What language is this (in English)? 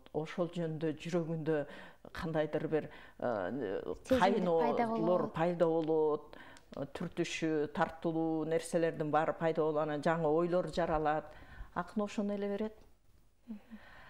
Kyrgyz